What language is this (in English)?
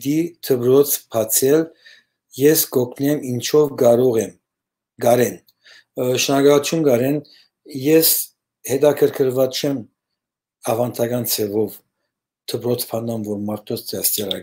Western Armenian